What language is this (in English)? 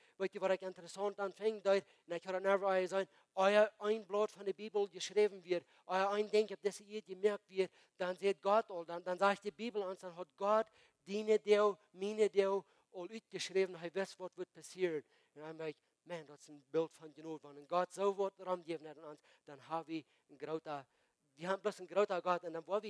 Plautdietsch